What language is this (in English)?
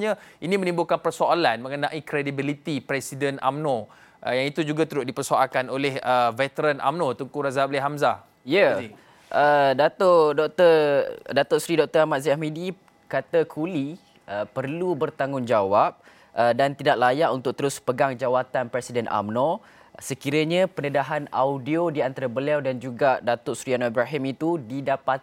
Malay